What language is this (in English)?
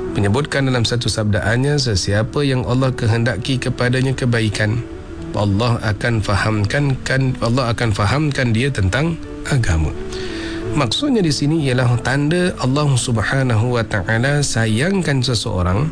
Malay